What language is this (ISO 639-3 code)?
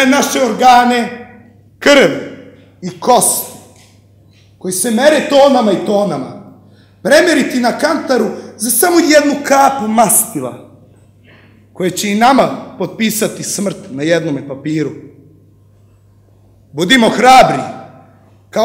srp